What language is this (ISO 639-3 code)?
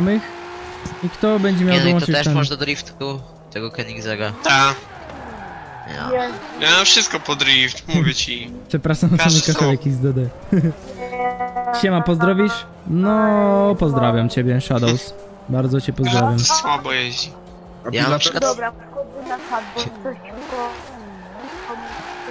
pol